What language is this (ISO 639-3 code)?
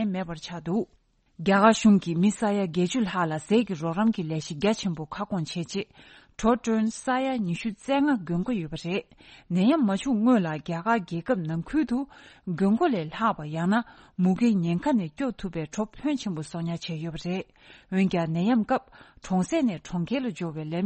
bod